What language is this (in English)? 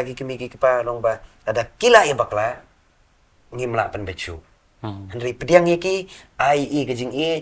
Khasi